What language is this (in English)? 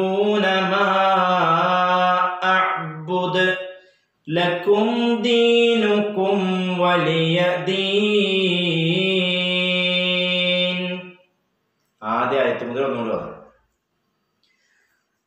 Malayalam